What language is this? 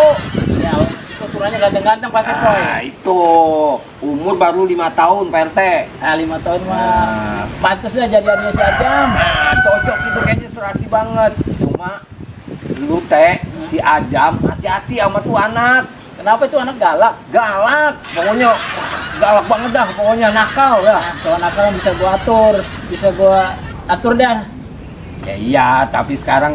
Betawi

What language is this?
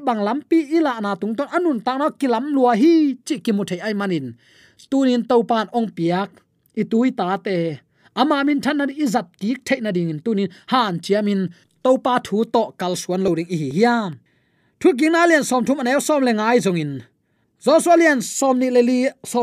Tedim Chin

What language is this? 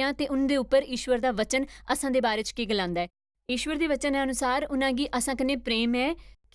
Dogri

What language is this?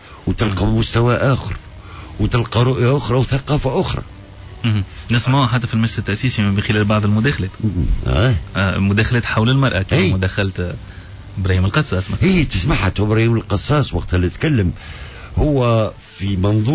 Tunisian Arabic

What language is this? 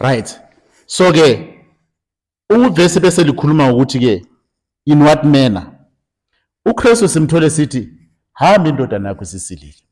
Zulu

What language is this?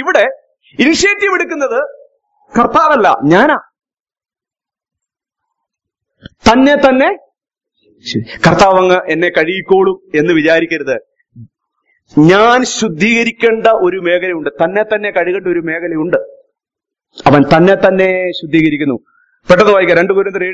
Malayalam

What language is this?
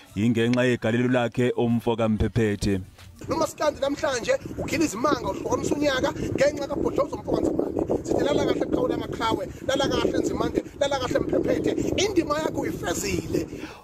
Zulu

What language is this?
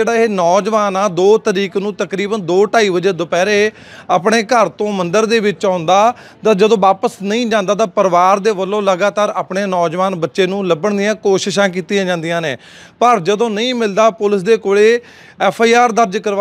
Punjabi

